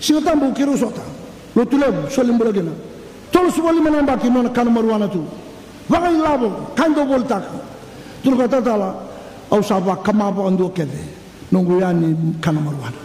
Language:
Fijian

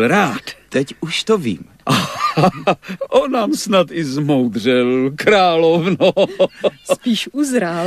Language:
Czech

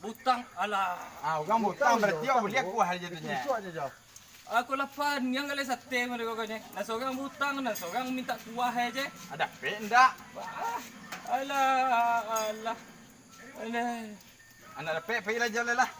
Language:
Minangkabau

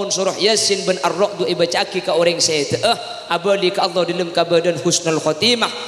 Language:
Madurese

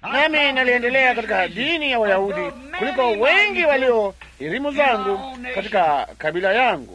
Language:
Swahili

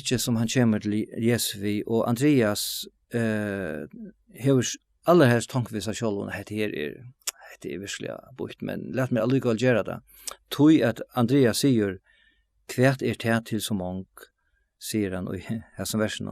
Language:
Faroese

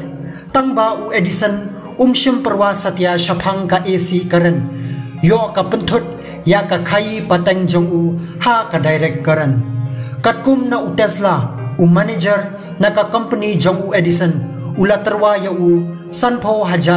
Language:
Khasi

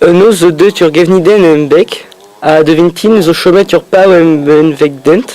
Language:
Breton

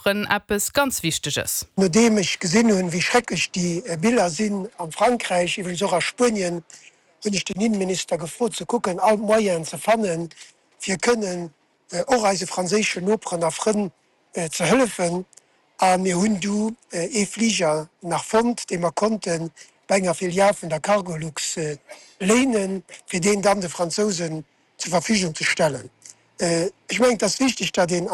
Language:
Luxembourgish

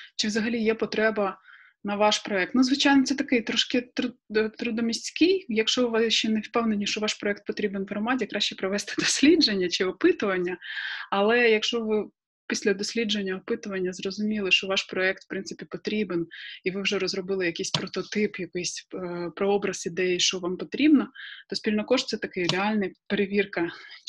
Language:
Ukrainian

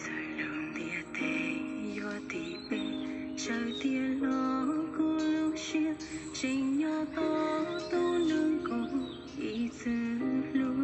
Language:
Hmong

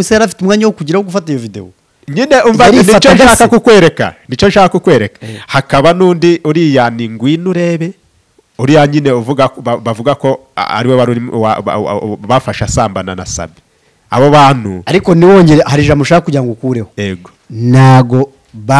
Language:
Kinyarwanda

